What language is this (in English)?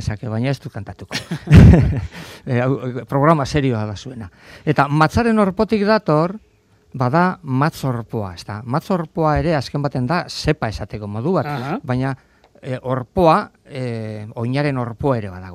Basque